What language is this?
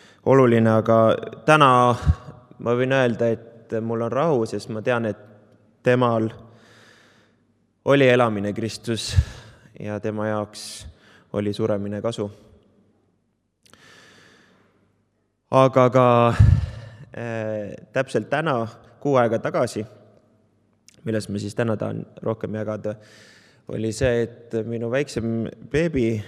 Estonian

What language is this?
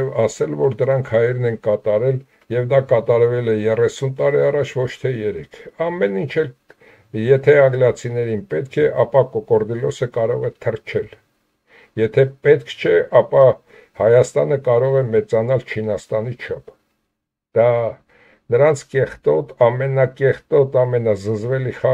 Armenian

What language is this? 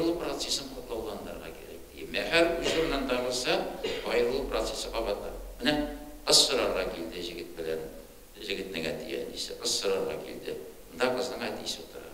Tatar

